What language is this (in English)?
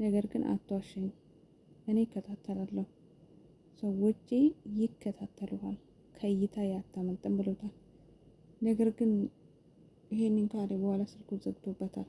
Amharic